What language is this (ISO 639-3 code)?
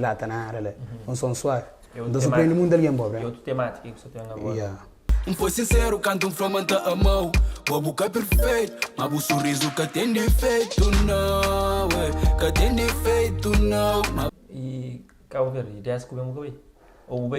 kea